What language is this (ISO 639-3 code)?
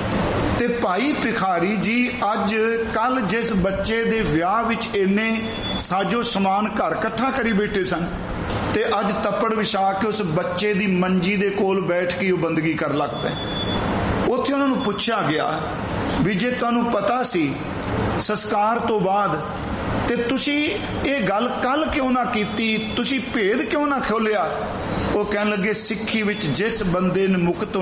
pan